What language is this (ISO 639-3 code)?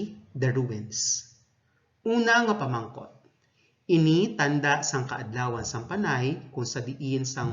hil